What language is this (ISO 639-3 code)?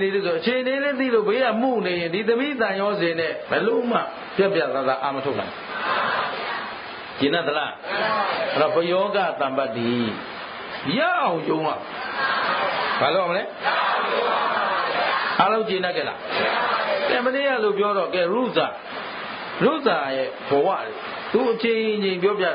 mya